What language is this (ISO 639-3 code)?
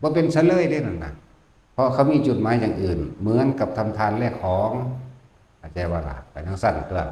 tts